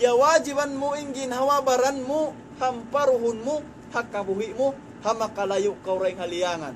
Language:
Tausug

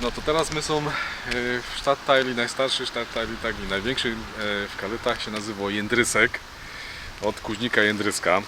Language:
Silesian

